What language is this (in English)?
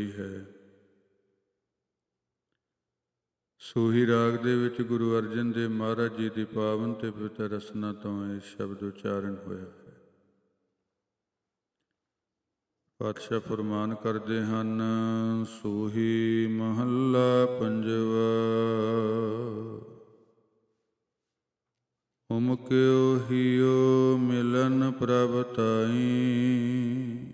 Punjabi